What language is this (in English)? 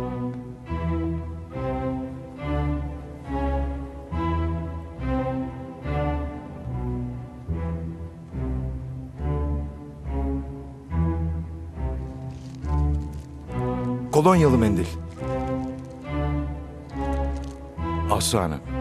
Turkish